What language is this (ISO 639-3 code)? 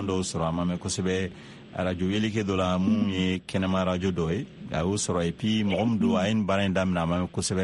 bam